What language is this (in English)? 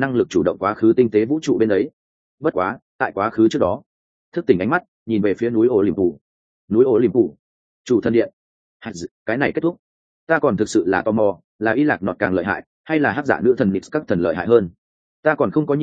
Vietnamese